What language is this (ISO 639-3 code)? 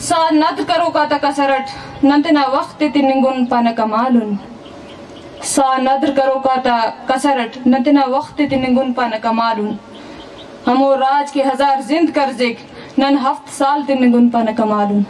bal